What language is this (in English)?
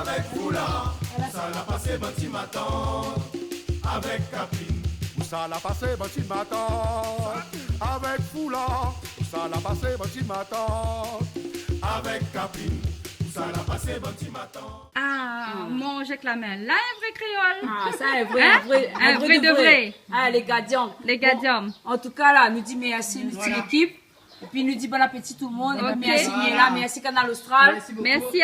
Réunion Creole French